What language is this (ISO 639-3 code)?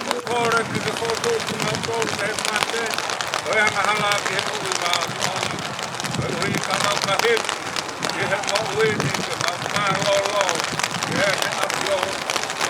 ton